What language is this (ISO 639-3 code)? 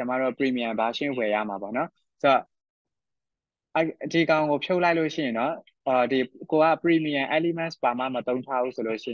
mya